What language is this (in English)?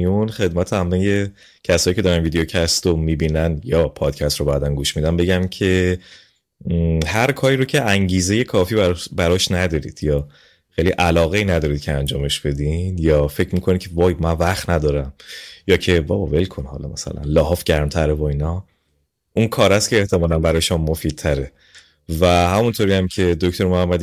Persian